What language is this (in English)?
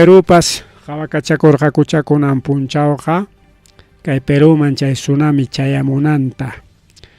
Ayacucho Quechua